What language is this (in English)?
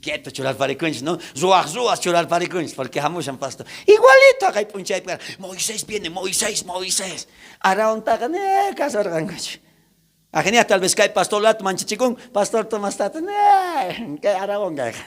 South Bolivian Quechua